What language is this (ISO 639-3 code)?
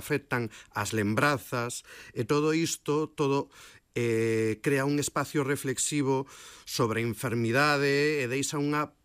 glg